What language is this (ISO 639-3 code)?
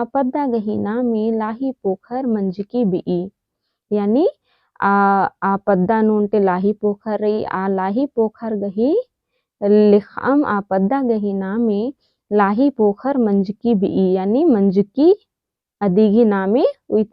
kru